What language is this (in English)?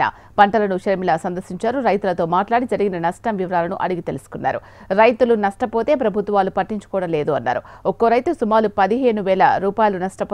Telugu